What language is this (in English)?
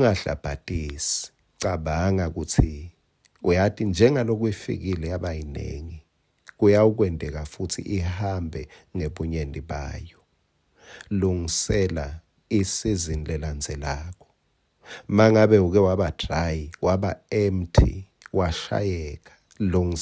Swati